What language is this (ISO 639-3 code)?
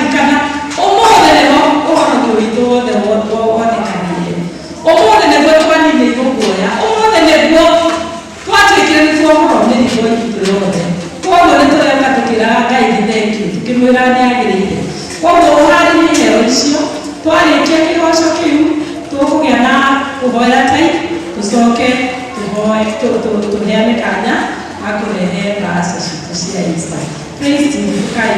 kik